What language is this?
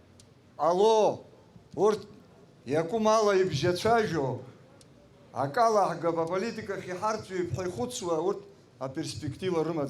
Abkhazian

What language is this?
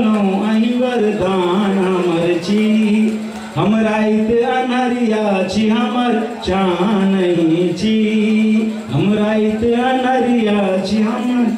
Maithili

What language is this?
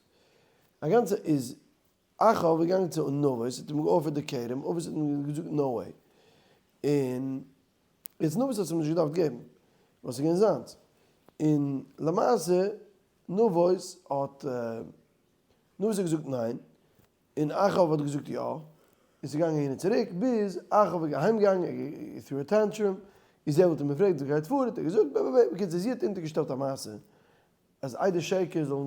Yiddish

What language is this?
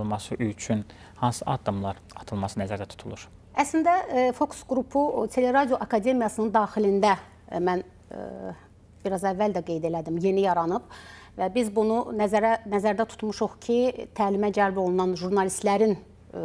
Azerbaijani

